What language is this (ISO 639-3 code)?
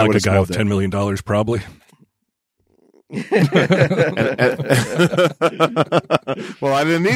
eng